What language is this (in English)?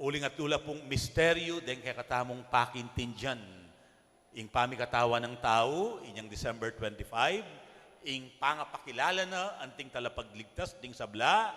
Pampanga